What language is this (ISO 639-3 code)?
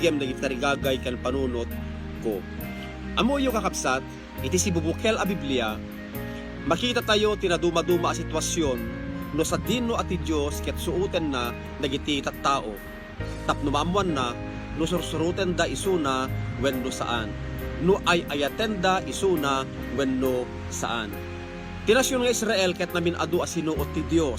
ilo